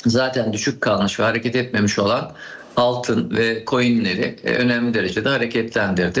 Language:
Turkish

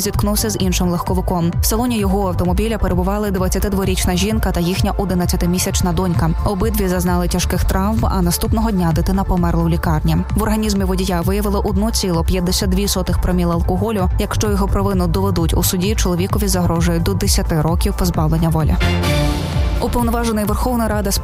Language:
Ukrainian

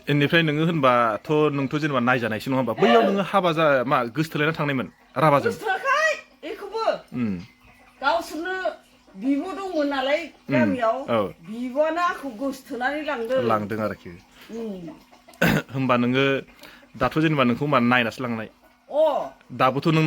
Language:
Bodo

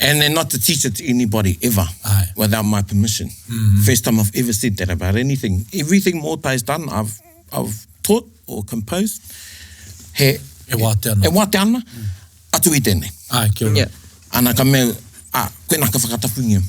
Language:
Māori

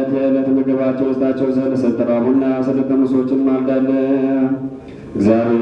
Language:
Amharic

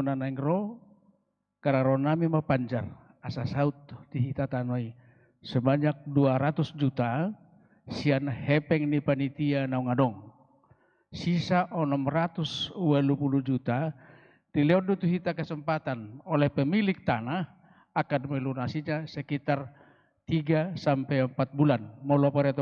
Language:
Batak Toba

